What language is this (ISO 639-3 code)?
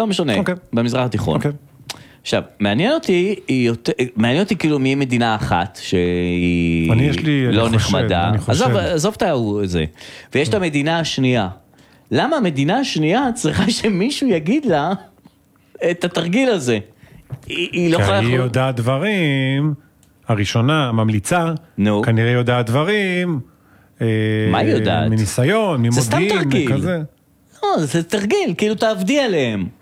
heb